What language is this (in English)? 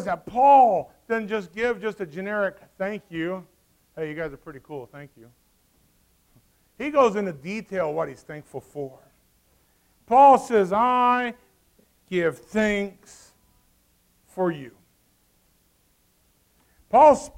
English